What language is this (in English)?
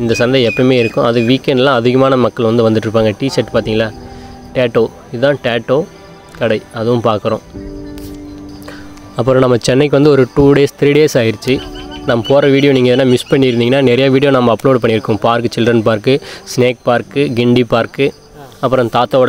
Tamil